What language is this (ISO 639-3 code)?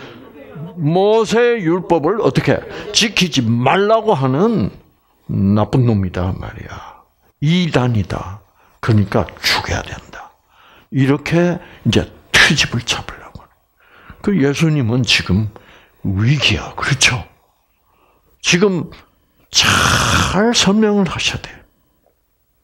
kor